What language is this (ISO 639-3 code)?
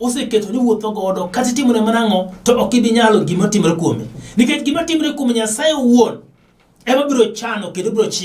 luo